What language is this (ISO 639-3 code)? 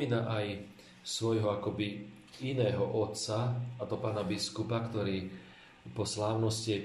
slk